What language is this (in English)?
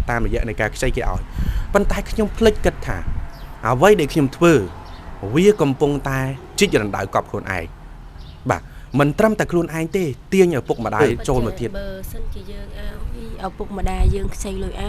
Khmer